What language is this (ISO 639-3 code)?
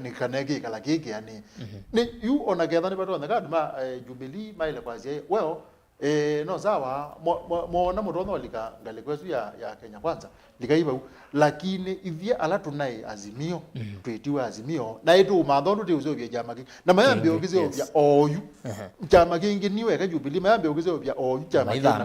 kam